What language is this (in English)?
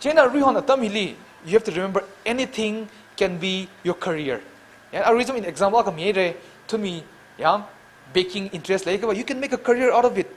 Tangkhul Naga (India)